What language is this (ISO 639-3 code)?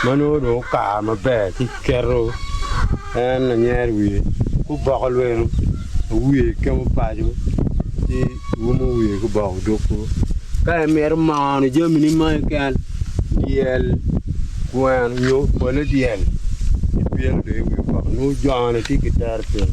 ach